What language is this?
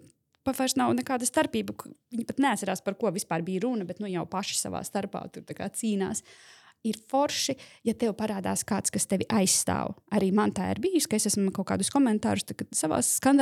Latvian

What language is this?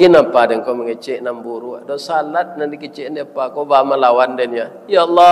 Minangkabau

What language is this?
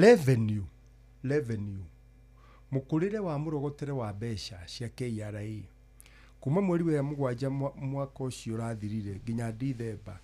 Kikuyu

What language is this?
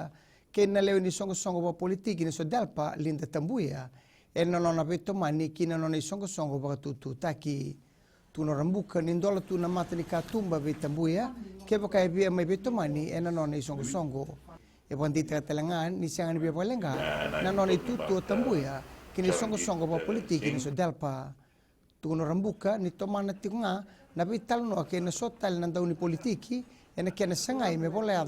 Fijian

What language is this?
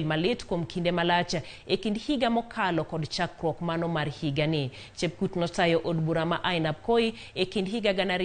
Luo (Kenya and Tanzania)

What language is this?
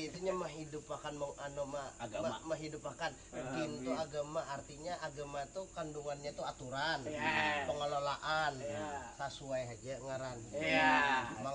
Banjar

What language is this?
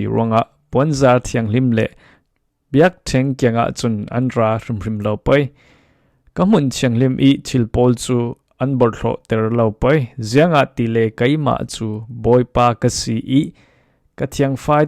Falam Chin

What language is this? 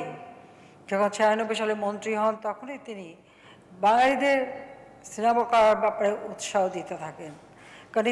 Bangla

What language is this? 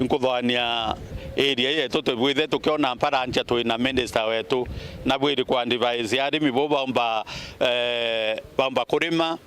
Meru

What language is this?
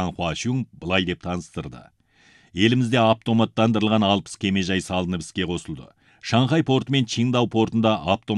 Kazakh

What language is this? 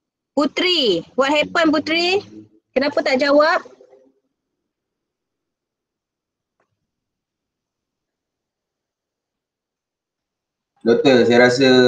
Malay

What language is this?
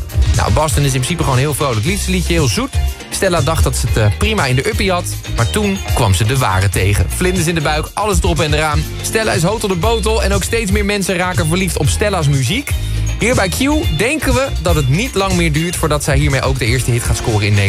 Dutch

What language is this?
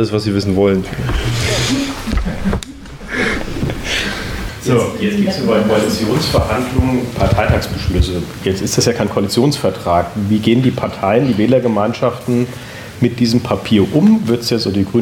German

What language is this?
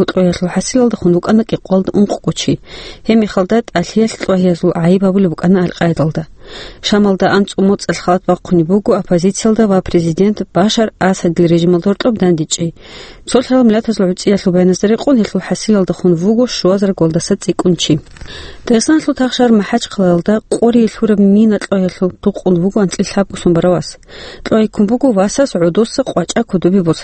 Avaric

